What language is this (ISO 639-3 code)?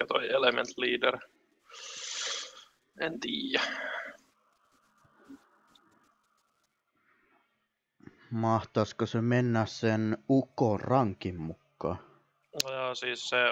fin